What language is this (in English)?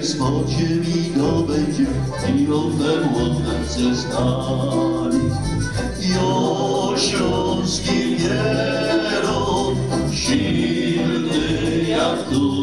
Silesian